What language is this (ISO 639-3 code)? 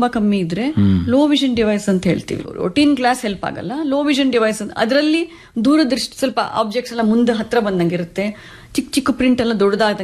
kan